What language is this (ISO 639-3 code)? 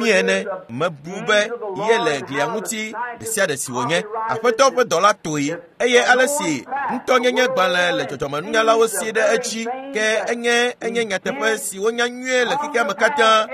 ewe